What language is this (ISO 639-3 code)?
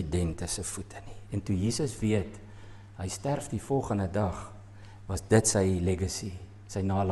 afr